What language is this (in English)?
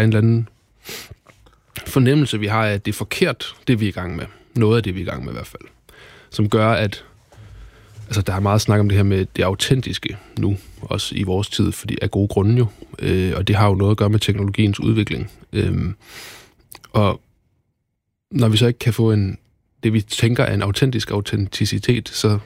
Danish